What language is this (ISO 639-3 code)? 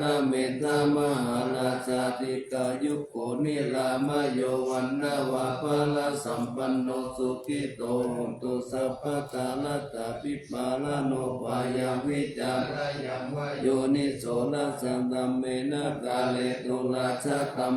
pli